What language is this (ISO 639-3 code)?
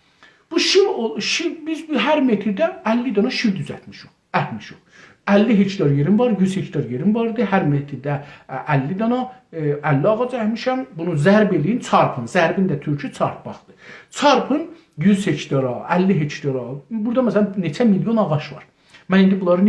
azb